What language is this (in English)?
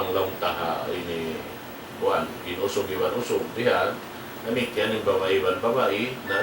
Tausug